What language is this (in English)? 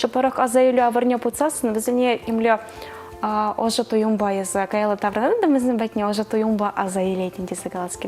Chuvash